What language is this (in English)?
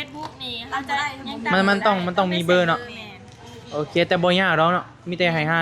Northeastern Thai